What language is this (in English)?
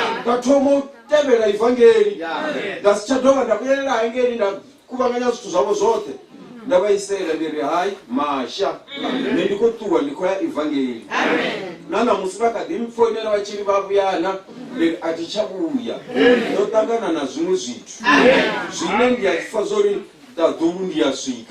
Venda